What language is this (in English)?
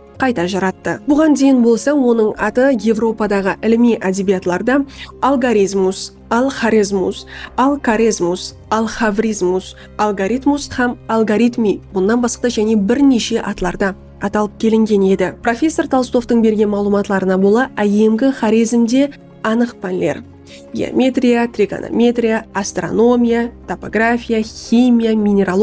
Kara-Kalpak